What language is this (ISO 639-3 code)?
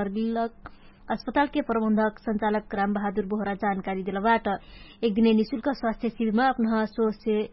thl